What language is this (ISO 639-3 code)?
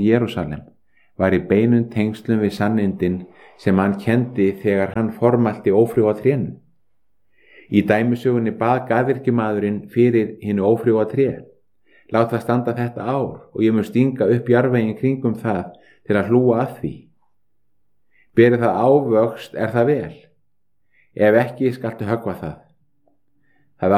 isl